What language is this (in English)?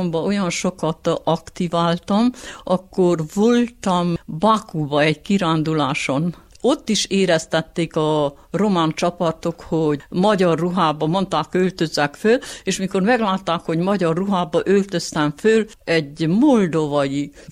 Hungarian